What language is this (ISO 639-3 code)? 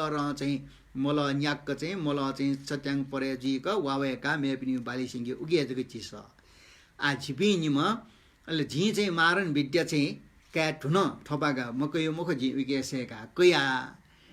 new